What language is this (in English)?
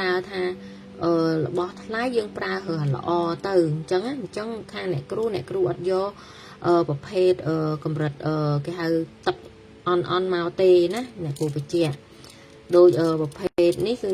Khmer